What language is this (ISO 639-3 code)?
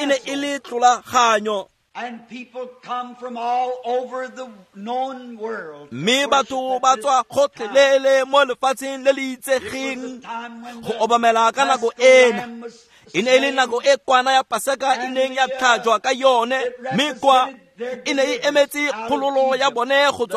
tsn